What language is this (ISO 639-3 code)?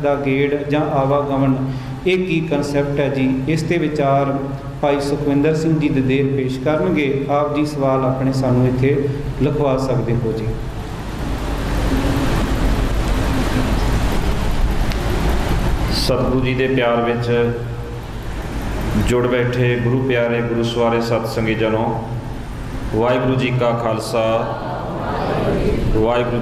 pan